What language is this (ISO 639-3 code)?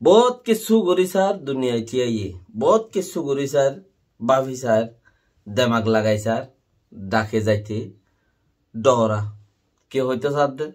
rhg